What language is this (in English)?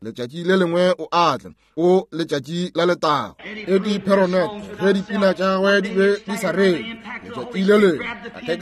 Northern Sotho